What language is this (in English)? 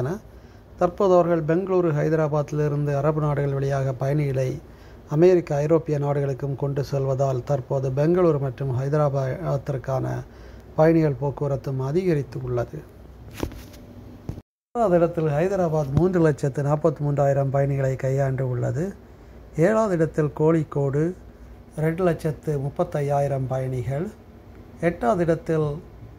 Tamil